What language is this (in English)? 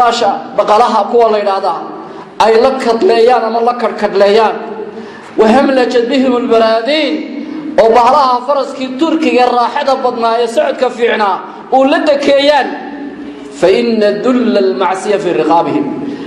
Somali